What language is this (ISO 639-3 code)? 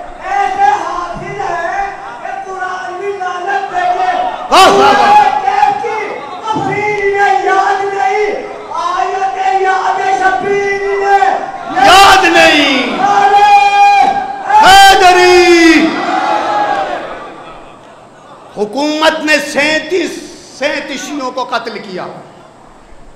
urd